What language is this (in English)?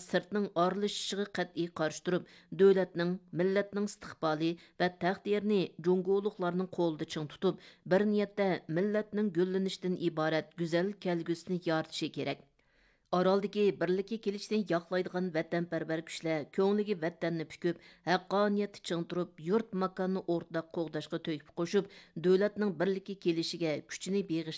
Uyghur